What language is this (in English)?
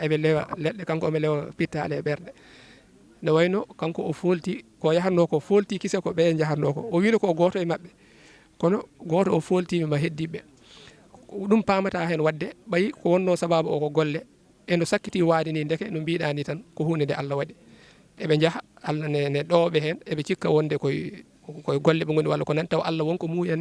Fula